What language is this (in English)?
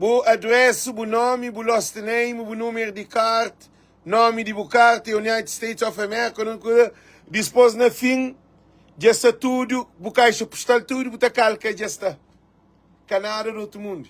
Kabuverdianu